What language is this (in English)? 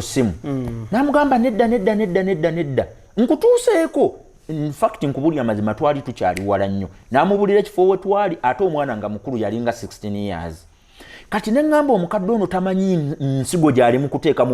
Ganda